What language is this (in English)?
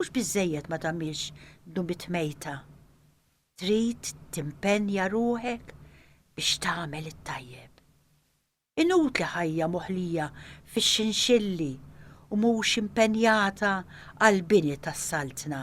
Maltese